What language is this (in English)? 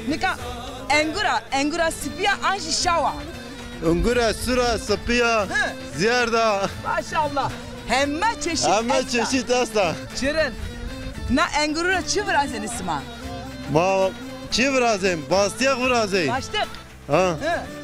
Zaza